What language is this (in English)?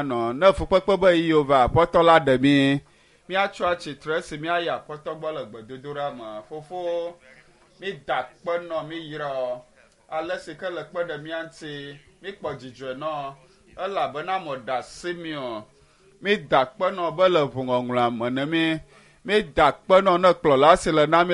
Ewe